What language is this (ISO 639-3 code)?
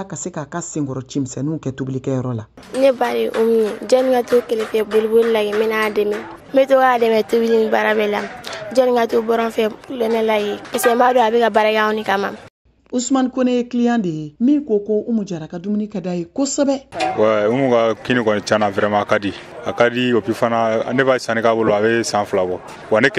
bam